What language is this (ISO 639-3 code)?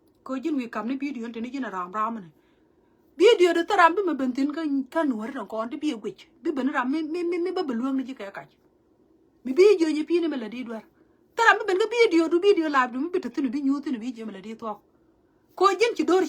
nus